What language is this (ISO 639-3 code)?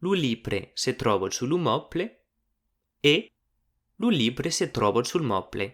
oci